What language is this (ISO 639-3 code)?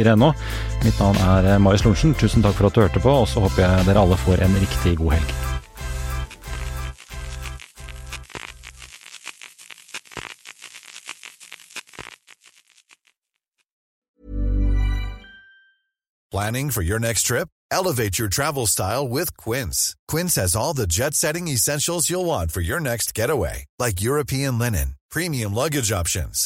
nor